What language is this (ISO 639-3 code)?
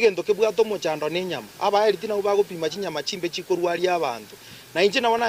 guz